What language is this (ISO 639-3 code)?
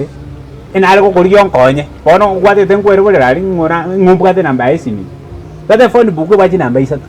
guz